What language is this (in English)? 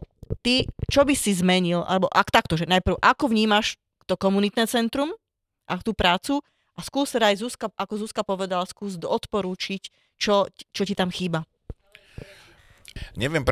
Slovak